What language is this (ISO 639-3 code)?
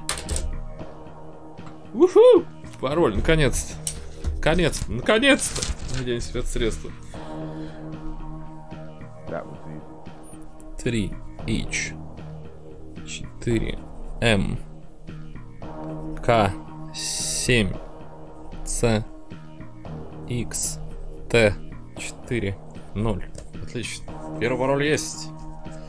rus